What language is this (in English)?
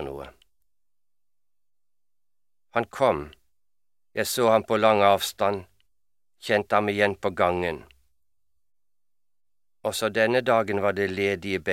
Norwegian